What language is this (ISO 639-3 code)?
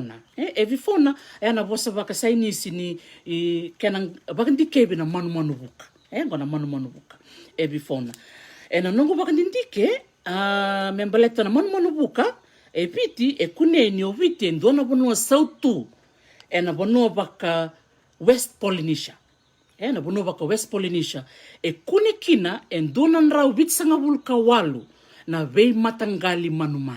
fij